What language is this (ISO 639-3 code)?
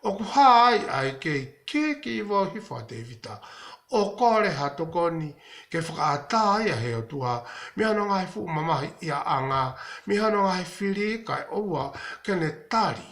ton